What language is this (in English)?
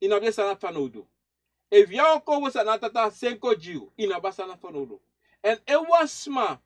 Sranan Tongo